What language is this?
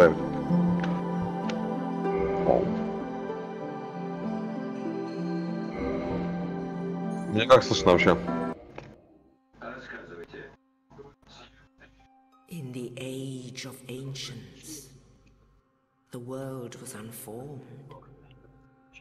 Russian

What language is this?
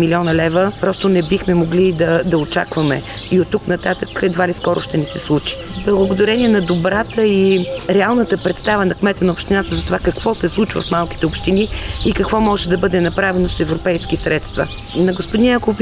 Bulgarian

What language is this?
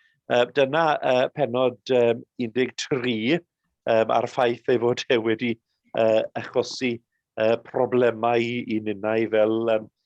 Welsh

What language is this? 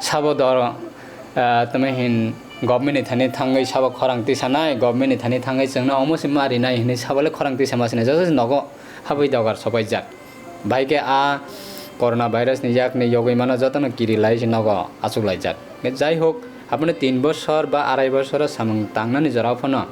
Kok Borok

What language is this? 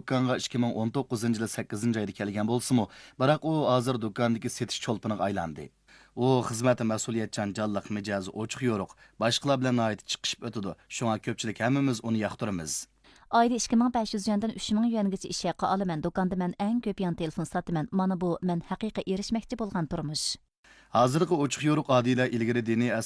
Uyghur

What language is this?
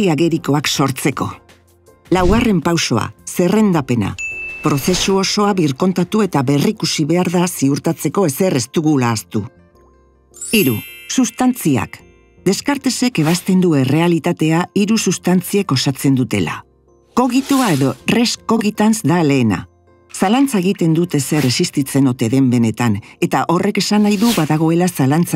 Basque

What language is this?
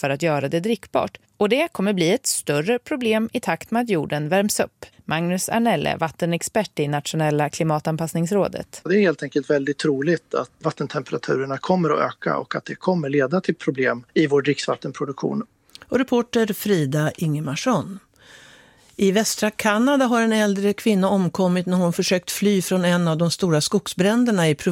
Swedish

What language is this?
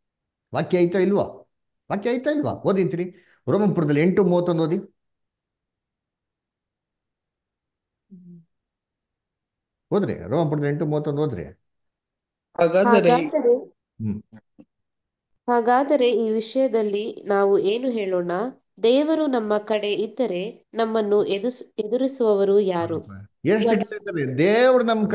Kannada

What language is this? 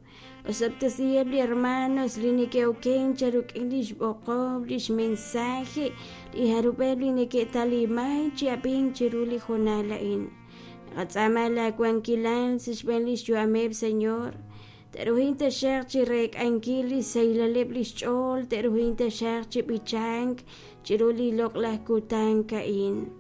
Kekchí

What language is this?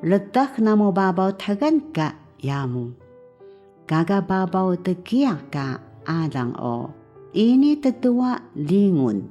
Taroko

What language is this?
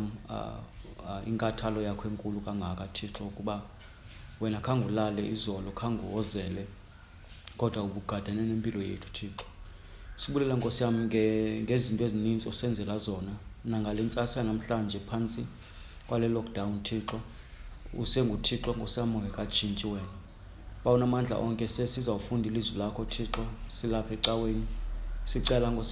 Xhosa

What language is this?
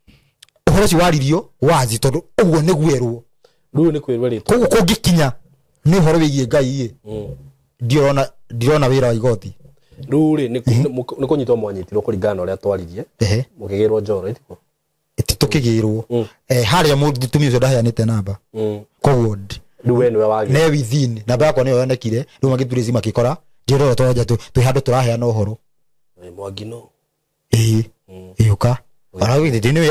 Kikuyu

